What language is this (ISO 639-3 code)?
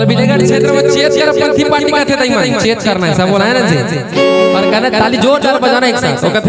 hne